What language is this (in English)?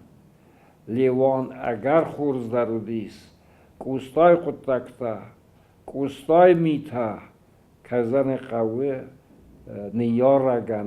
Ossetic